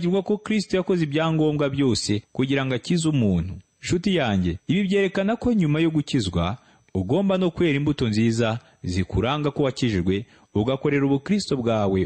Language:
Kinyarwanda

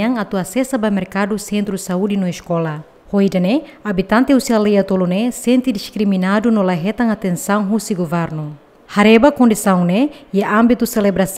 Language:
Tetum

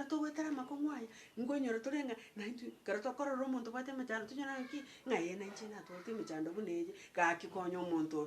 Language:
Gusii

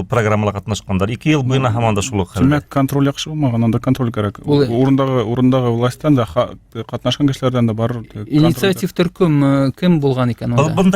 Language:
Bashkir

